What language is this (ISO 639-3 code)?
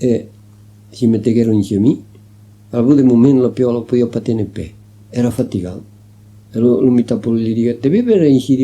oci